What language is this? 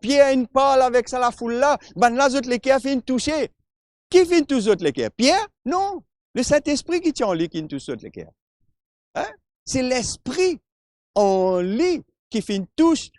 Morisyen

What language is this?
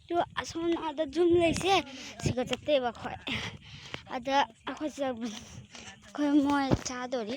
Manipuri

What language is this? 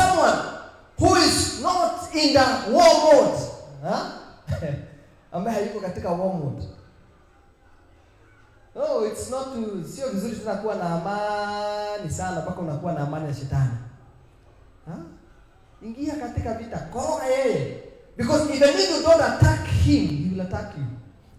Swahili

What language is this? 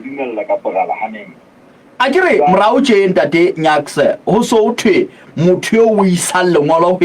Southern Sotho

